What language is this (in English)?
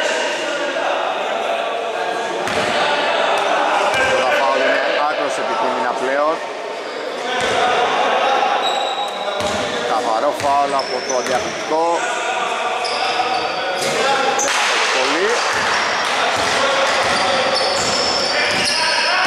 Greek